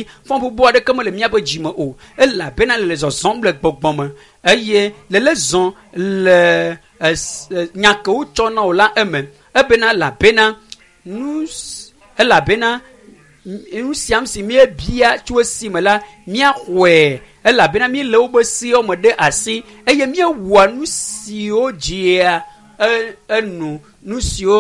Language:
Ewe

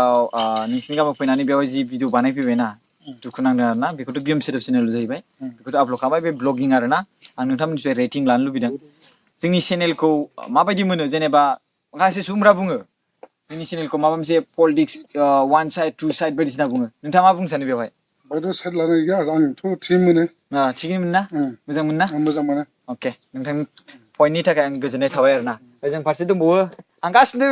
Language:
Bodo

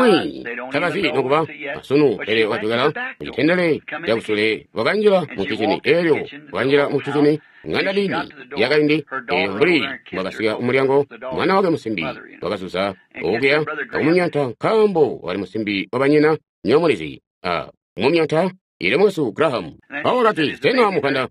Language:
Tonga (Zambia)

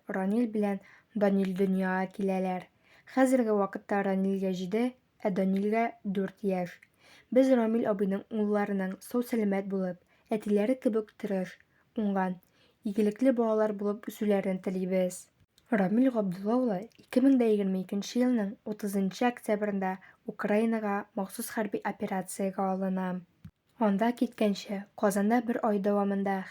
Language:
Tatar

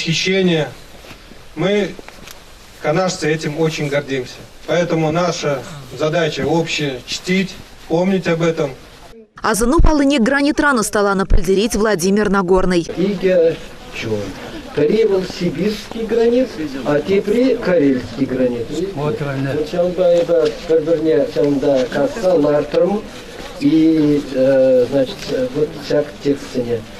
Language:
Chuvash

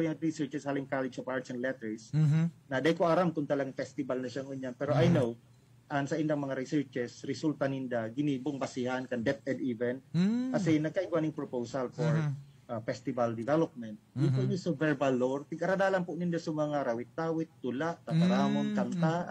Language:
Bikol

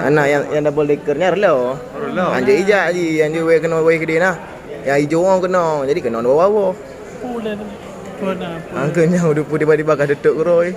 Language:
Achinese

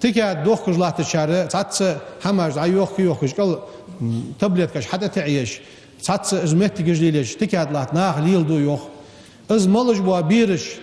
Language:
Ingush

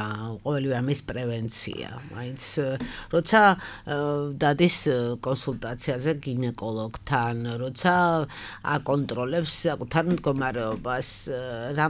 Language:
Georgian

